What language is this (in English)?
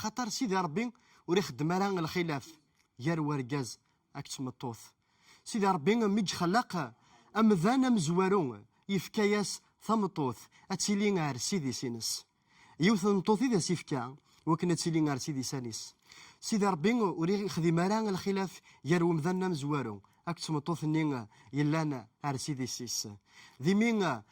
Kabyle